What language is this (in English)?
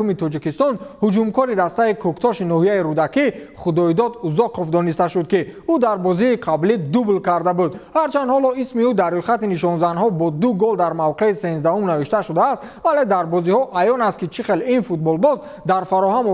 Tajik